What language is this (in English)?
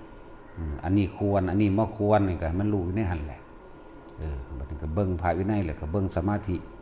Northeastern Thai